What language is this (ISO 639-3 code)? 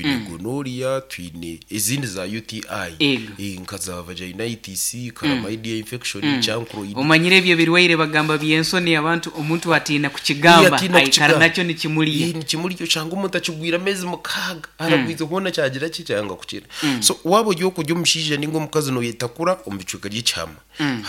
nyn